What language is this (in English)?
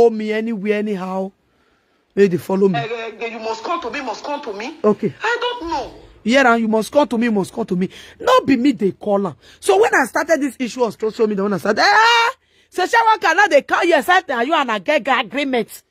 Nigerian Pidgin